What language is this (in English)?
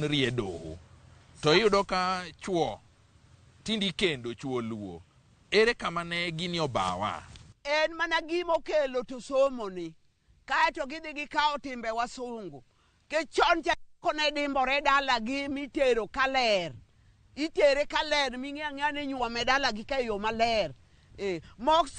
Luo (Kenya and Tanzania)